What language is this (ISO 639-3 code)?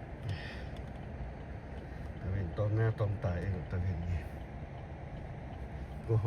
lao